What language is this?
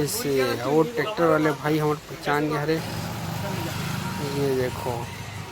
Chhattisgarhi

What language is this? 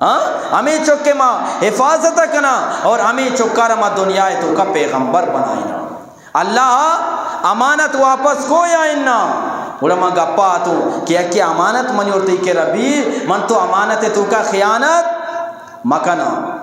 Eastern Balochi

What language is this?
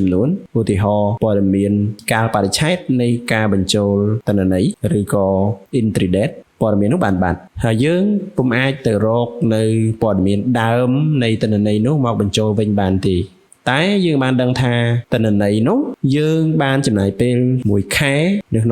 Khmer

